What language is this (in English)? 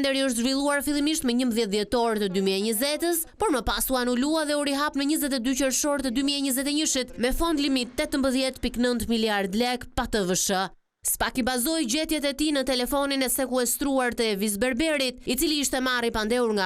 Albanian